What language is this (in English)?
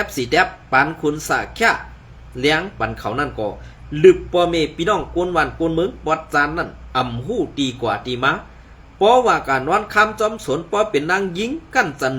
Shan